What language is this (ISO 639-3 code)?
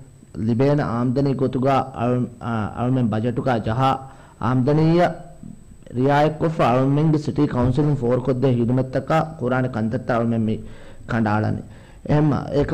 div